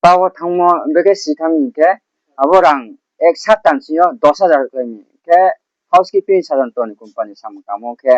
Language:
Riang (India)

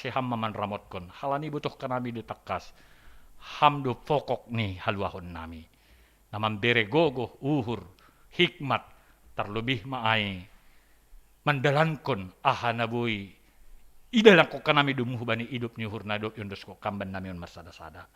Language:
Batak Simalungun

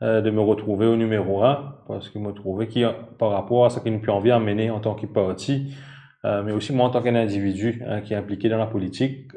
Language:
Morisyen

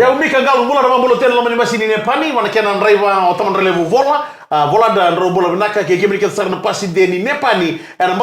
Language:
Fijian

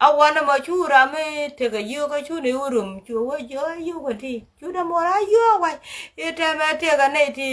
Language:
Nuer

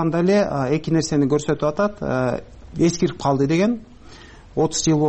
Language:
Kyrgyz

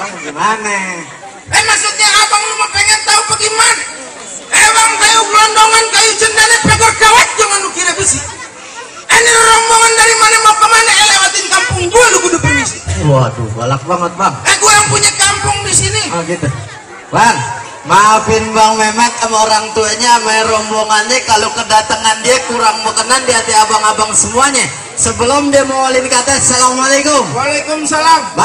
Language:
Betawi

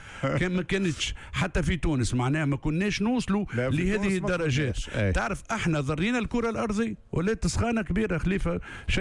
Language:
Tunisian Arabic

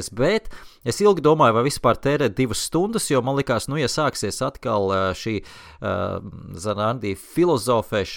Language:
Latvian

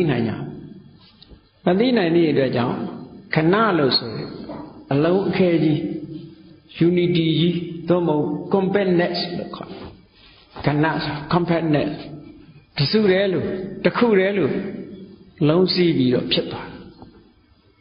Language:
Burmese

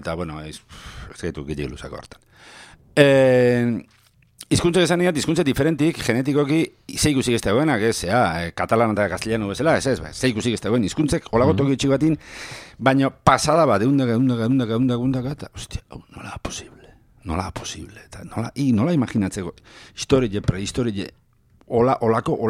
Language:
Basque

